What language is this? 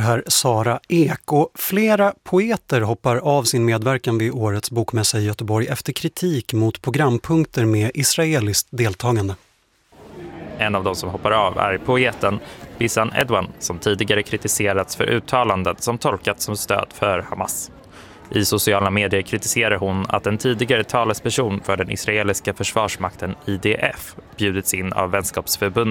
Swedish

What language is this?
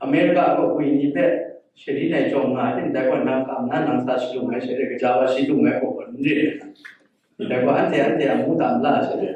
Kachin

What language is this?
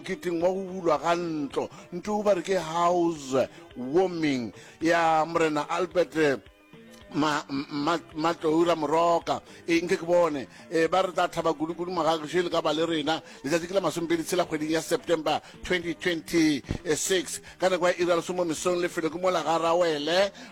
Northern Sotho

